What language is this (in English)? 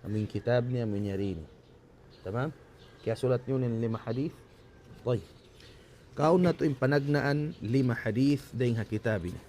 Tausug